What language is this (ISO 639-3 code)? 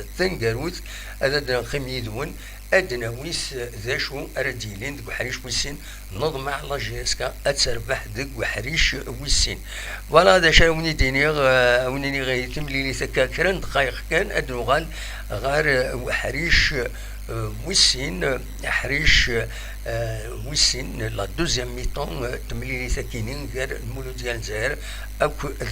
kab